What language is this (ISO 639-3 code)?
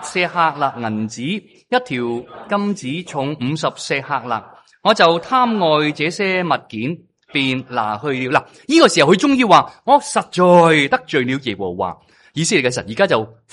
yue